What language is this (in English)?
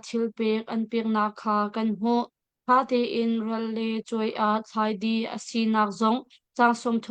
Hakha Chin